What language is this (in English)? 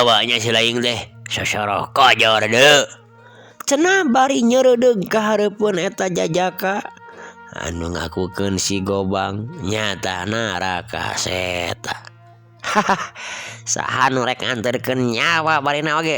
Sundanese